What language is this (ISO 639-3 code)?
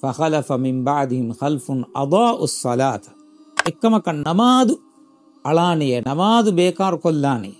div